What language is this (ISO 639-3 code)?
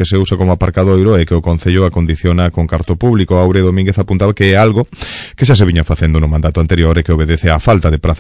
glg